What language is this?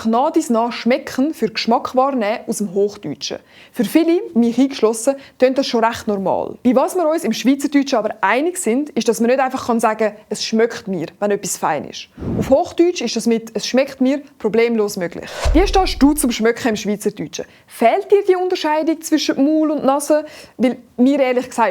Swiss German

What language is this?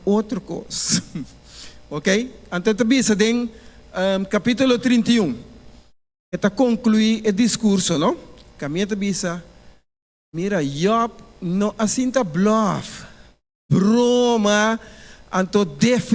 Papiamento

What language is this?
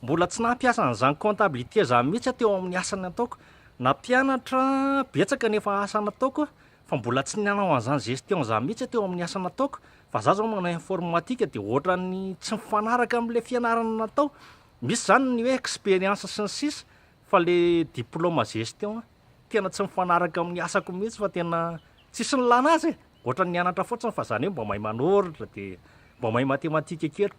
Malagasy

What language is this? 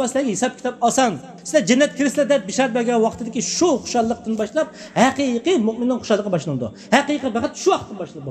Uyghur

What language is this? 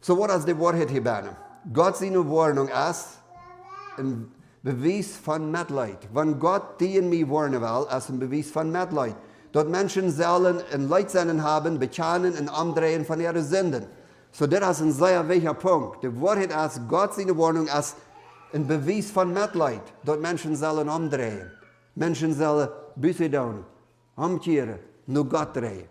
Plautdietsch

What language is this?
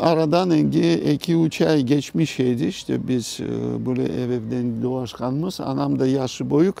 Crimean Tatar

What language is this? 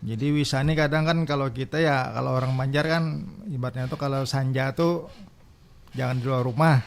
Banjar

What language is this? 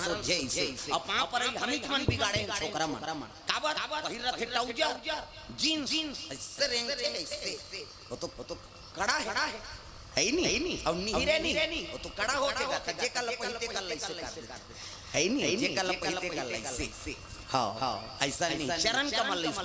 Chhattisgarhi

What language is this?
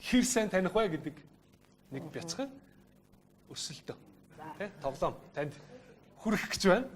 Mongolian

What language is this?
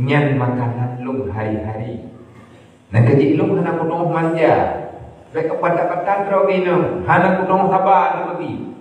Achinese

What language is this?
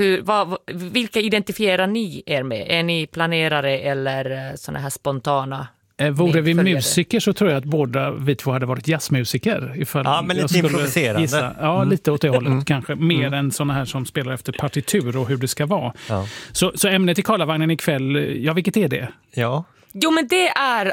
Swedish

